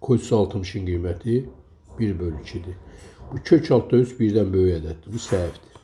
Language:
Azerbaijani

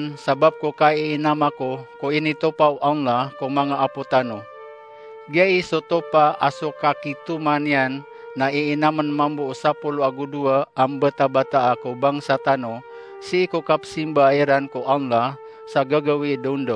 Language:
Maranao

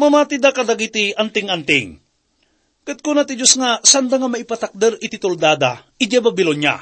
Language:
Iloko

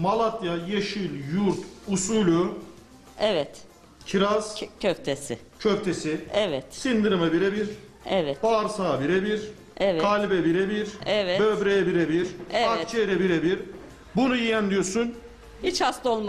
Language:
Turkish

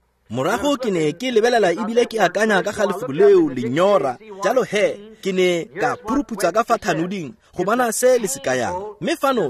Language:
Tswana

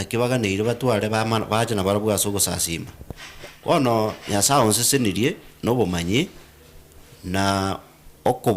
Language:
Gusii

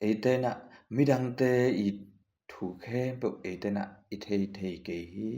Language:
Tedim Chin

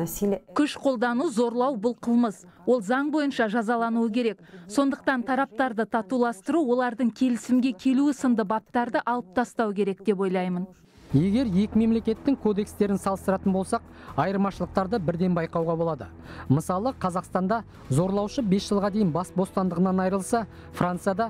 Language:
Kazakh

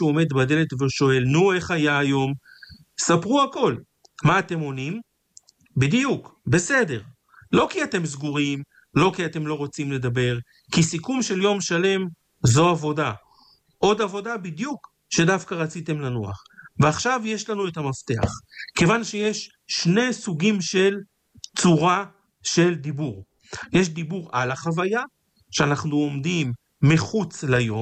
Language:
Hebrew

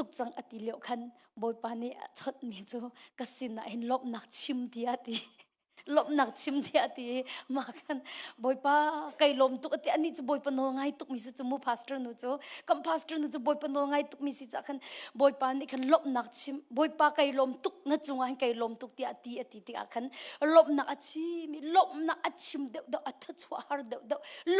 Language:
Hakha Chin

